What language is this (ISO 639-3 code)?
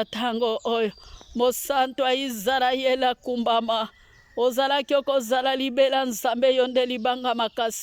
lin